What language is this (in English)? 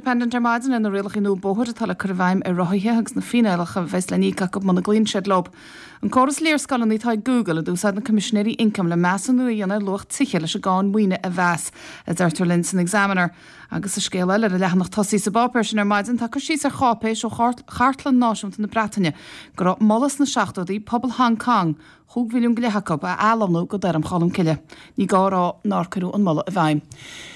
Irish